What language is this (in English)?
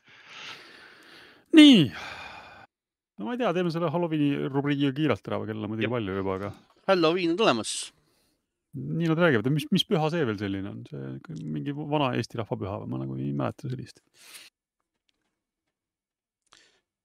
Estonian